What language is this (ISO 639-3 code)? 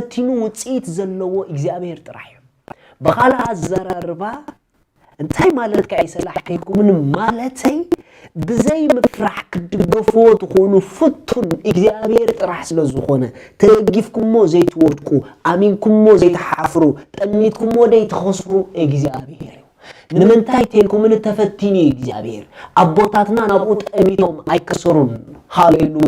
tir